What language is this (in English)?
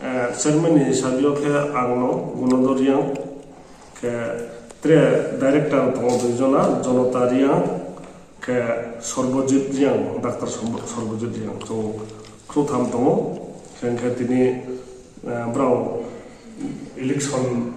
Riang (India)